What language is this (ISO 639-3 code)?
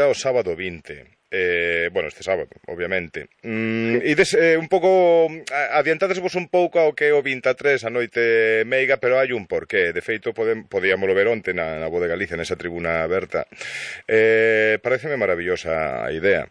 glg